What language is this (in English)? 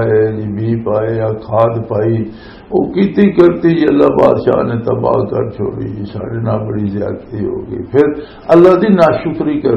Western Panjabi